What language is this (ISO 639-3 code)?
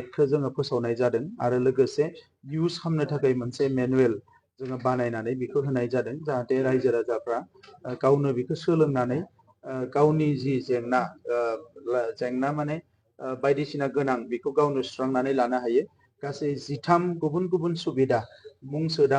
brx